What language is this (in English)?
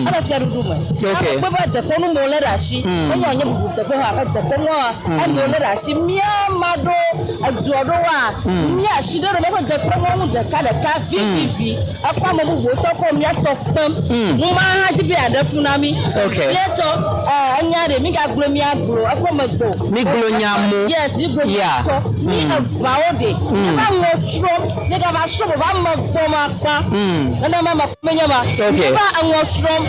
Ewe